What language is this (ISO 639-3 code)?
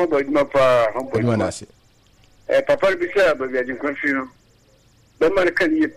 aka